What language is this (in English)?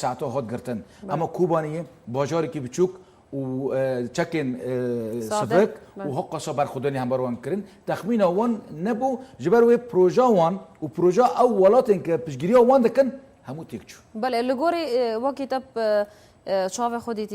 Kurdish